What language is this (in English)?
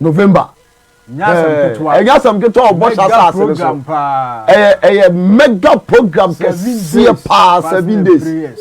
Akan